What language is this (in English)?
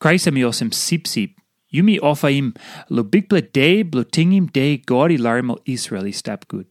Tok Pisin